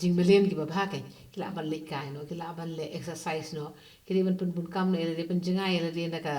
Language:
Khasi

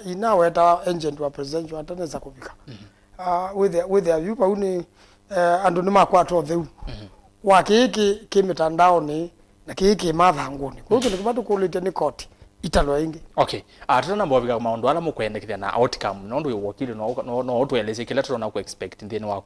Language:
Kamba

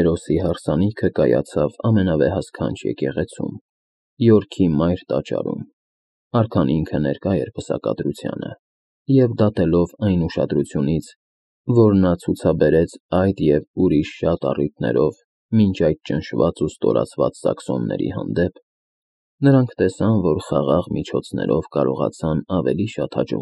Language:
Armenian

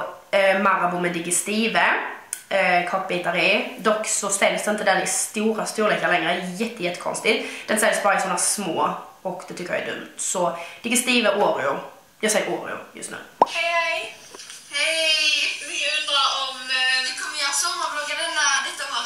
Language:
Swedish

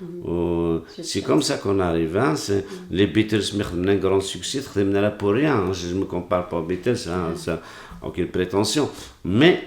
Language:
Kabyle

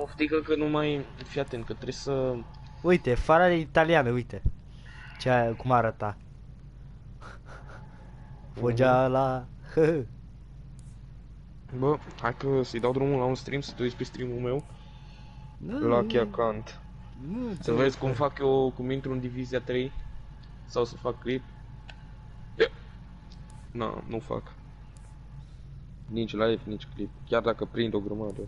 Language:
Romanian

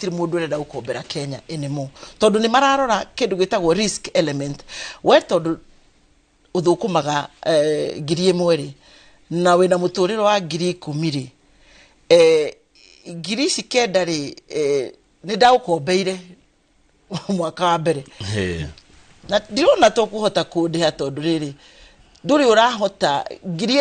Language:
Kikuyu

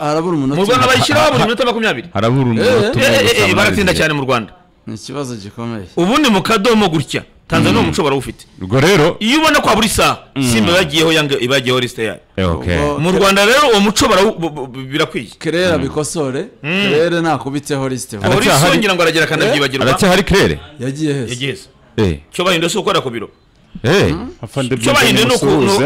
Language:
Kinyarwanda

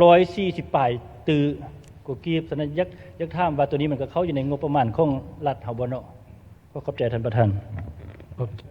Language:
Lao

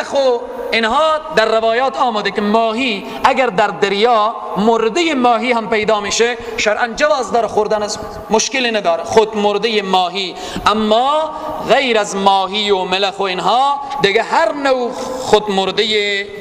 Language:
Tajik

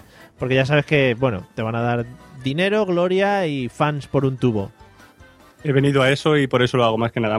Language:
Spanish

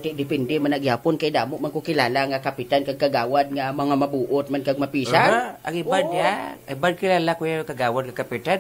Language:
Hiligaynon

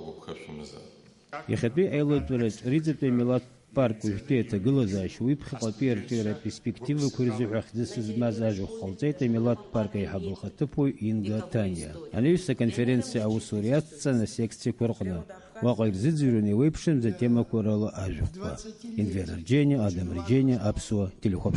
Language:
Abkhazian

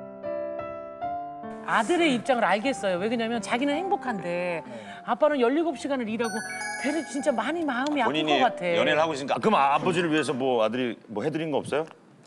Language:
Korean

